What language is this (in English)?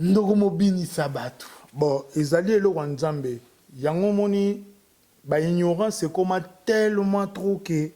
Lingala